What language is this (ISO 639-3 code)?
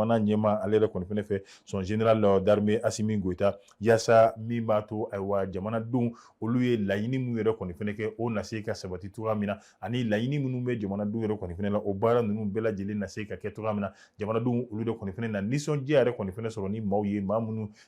bam